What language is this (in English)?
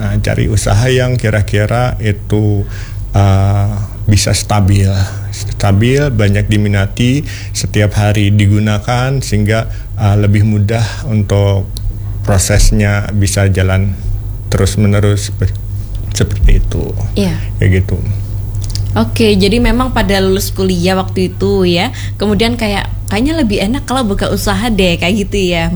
Indonesian